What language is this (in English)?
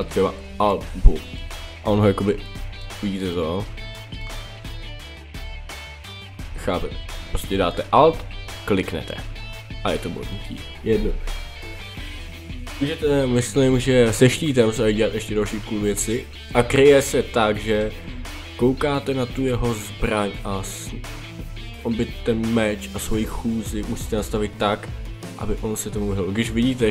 Czech